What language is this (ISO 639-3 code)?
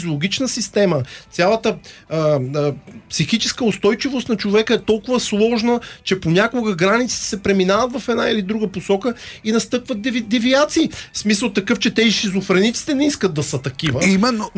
bul